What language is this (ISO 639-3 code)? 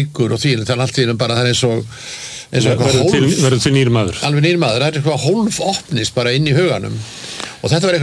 isl